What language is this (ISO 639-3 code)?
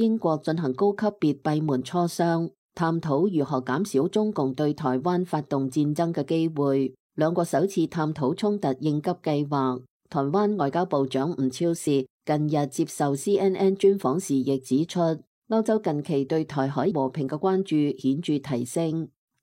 yue